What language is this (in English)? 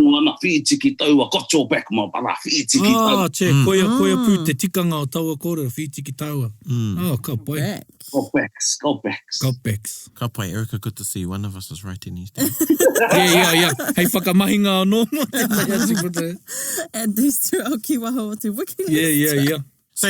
Māori